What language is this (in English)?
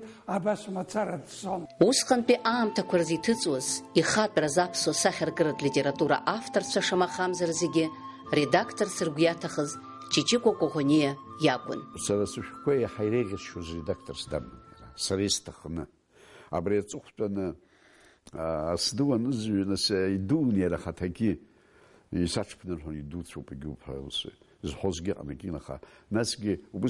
Abkhazian